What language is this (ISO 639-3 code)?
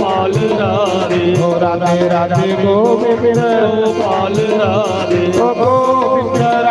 doi